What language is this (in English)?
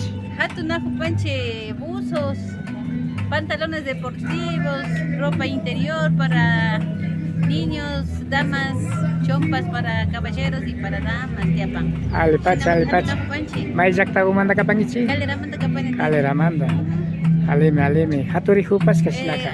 Imbabura Highland Quichua